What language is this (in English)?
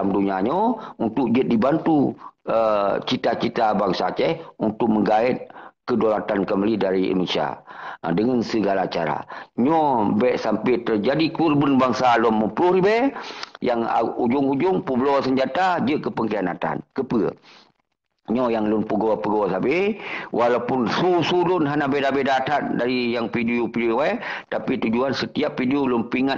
Achinese